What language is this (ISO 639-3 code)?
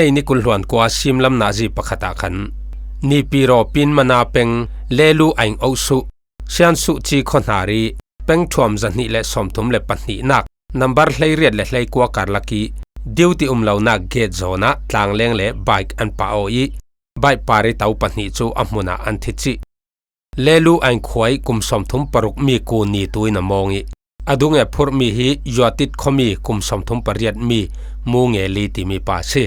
cfm